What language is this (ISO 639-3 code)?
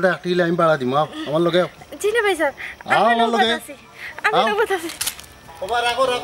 syl